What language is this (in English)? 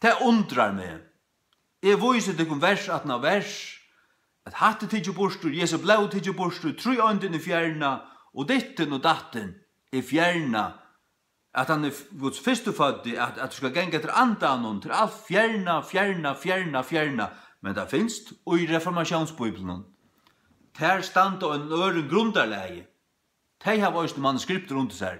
Faroese